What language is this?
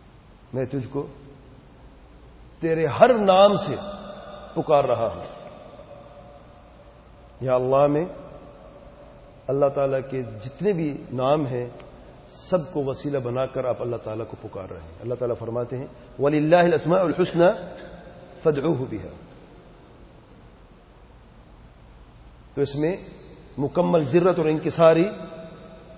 Urdu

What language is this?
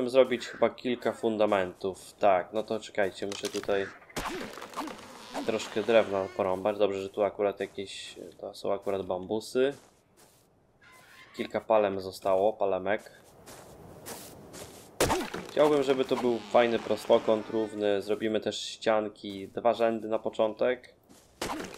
Polish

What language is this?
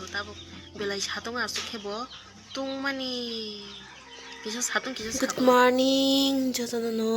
Kok Borok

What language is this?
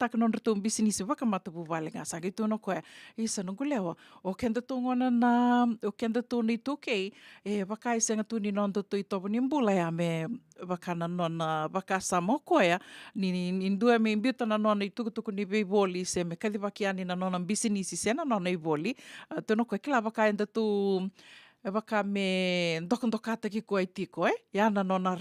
Fijian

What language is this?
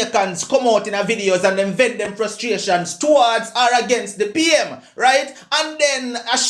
Jamaican Creole English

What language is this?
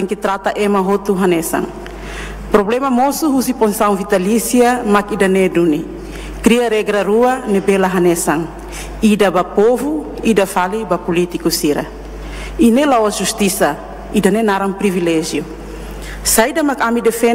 Tetum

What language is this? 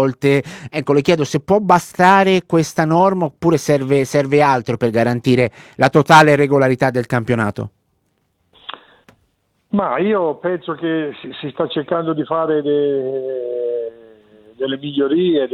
Italian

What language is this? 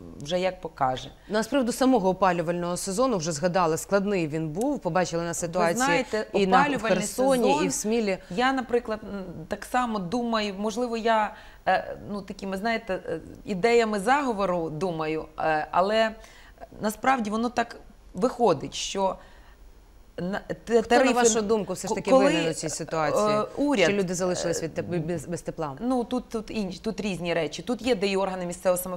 Ukrainian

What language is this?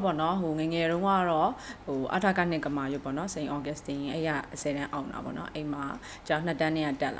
Burmese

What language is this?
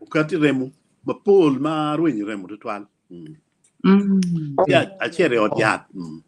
Acoli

